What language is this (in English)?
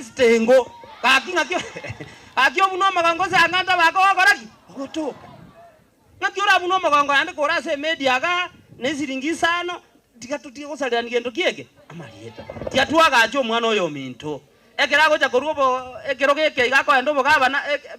Gusii